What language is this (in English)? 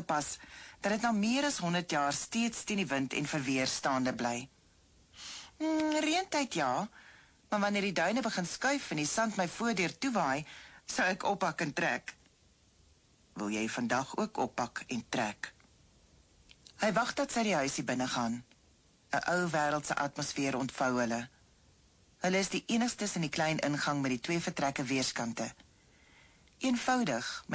Afrikaans